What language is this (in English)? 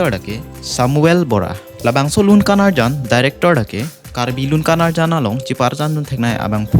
Karbi